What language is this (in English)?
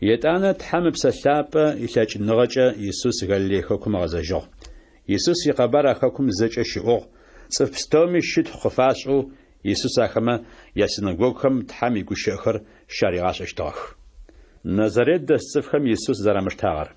Adyghe